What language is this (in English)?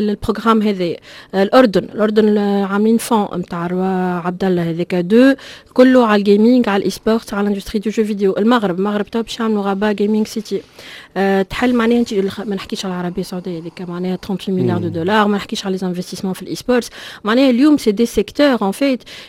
Tunisian Arabic